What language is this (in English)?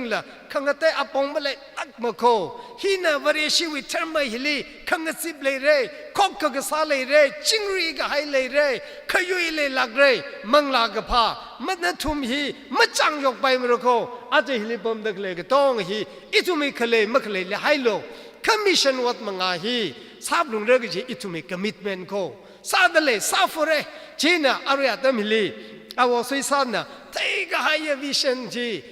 Tangkhul Naga (India)